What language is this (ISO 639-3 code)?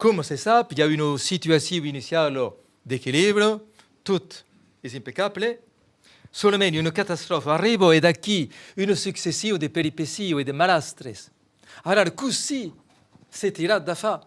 oci